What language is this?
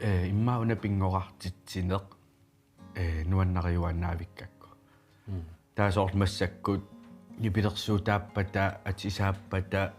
Kalaallisut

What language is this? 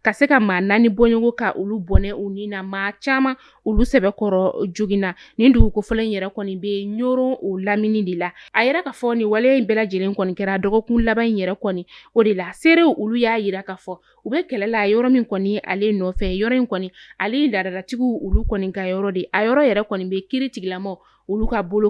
Bambara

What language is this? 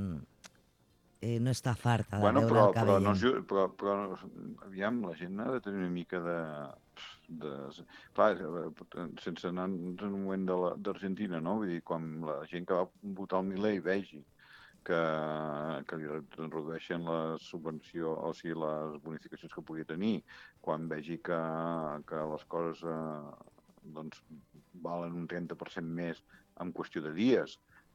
Catalan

